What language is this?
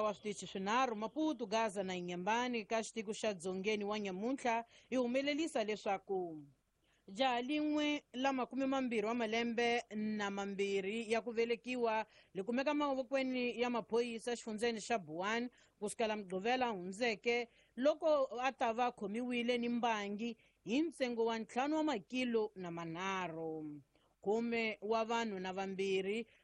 Tsonga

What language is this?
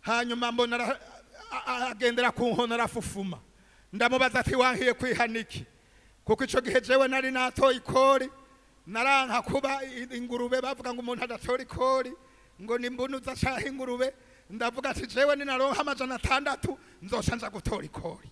Rundi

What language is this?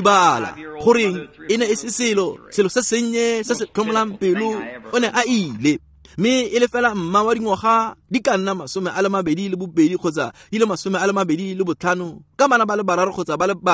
Tswana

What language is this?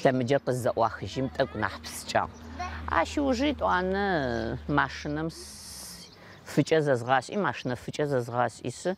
Adyghe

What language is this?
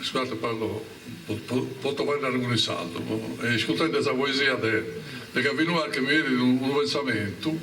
Sardinian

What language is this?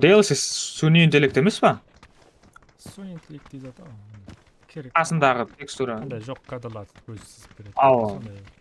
Kara-Kalpak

